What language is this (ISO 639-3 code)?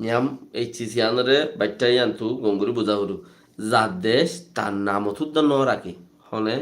rhg